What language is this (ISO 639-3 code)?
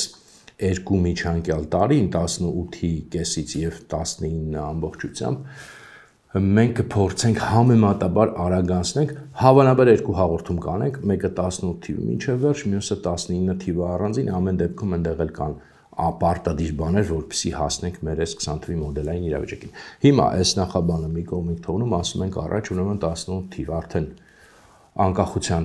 hye